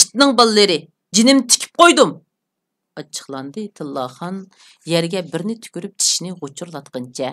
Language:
Uyghur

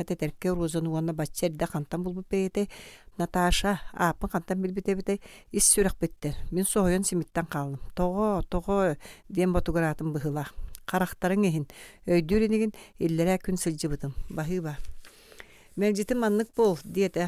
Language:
Yakut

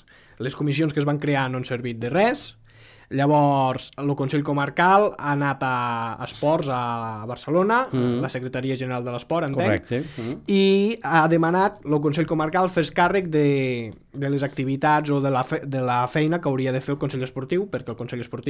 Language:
Catalan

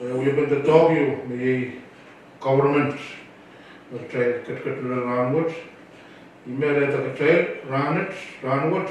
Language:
Pohnpeian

